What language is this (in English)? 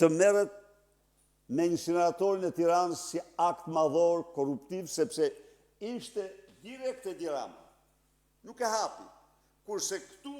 Albanian